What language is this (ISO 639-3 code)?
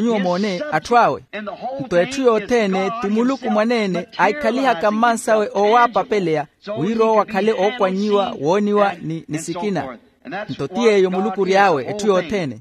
vmw